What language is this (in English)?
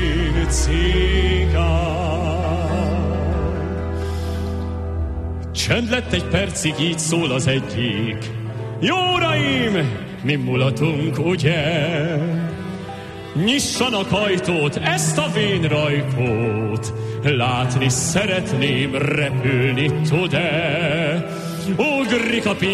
Hungarian